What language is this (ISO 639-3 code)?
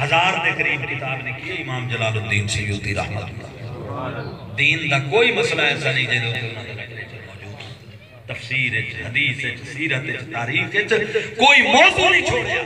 skr